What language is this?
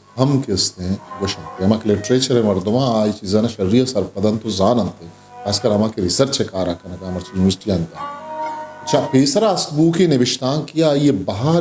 Eastern Balochi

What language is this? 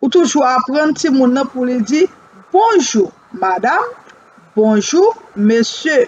Haitian Creole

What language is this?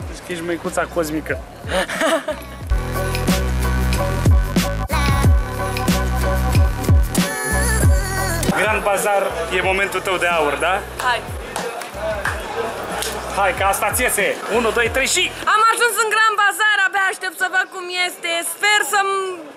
Romanian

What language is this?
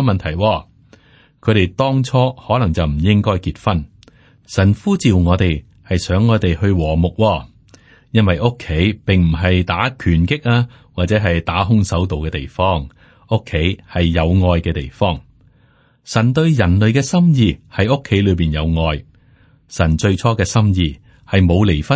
Cantonese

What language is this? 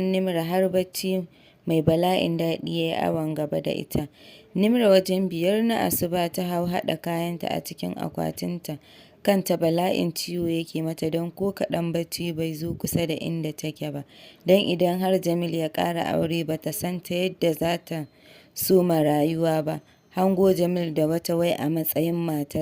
Hausa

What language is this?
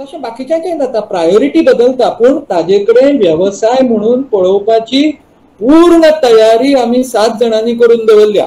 Konkani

